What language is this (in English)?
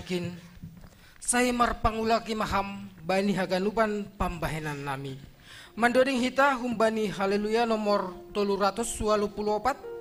Batak Simalungun